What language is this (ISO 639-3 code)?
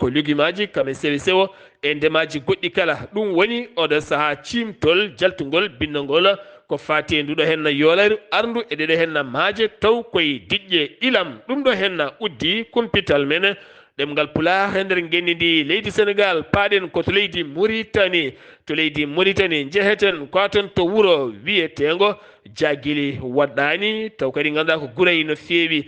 ful